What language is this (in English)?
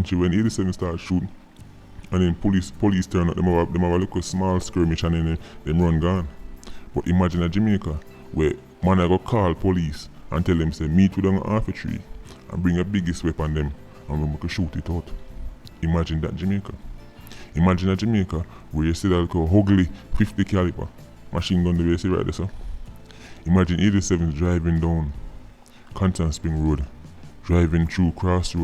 Jamaican Creole English